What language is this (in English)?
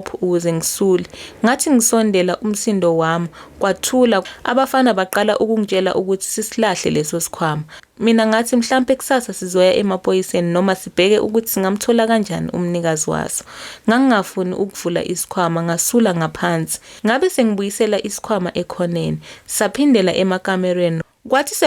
Zulu